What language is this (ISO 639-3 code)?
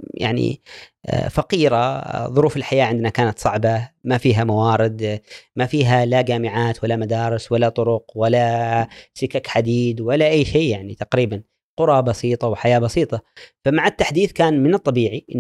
afb